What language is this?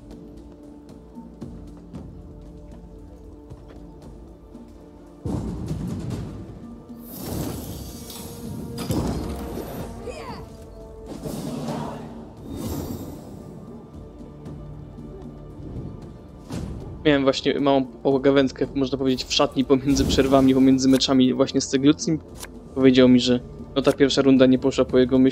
Polish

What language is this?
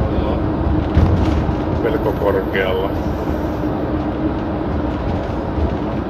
Finnish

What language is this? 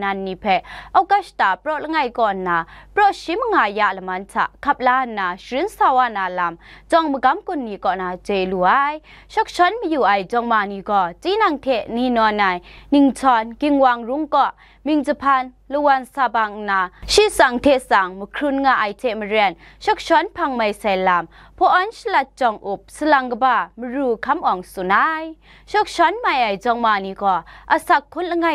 Kachin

